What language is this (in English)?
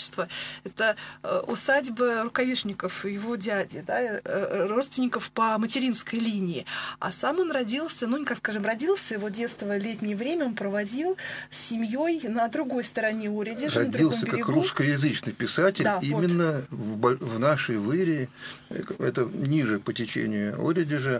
Russian